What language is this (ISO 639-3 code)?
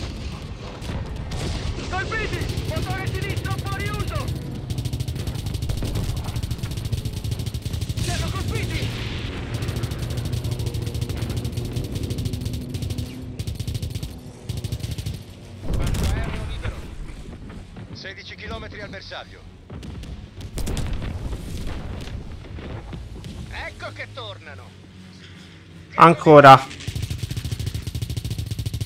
ita